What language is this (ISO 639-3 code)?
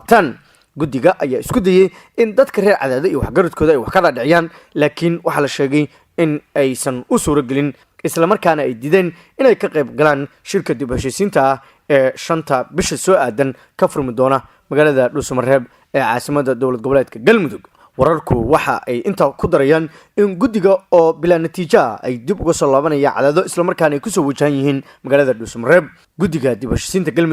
som